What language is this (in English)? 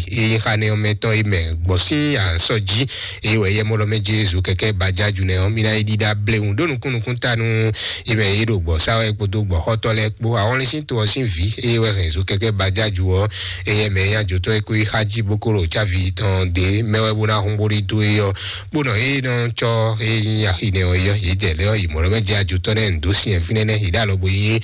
Fon